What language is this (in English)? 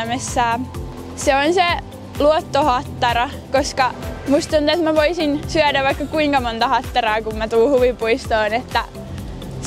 Finnish